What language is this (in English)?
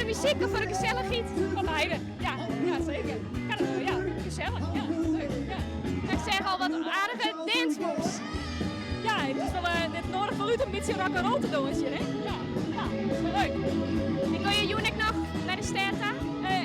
Western Frisian